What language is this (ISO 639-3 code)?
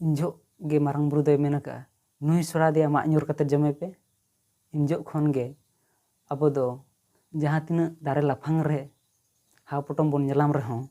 sat